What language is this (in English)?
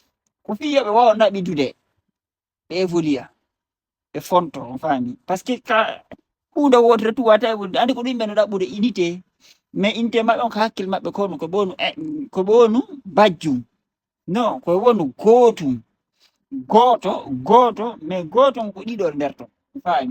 Fula